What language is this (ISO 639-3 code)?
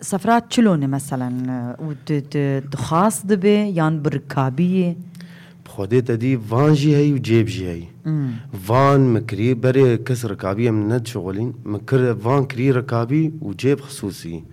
kur